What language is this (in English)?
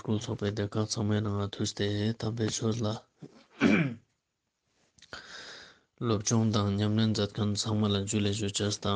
Ladakhi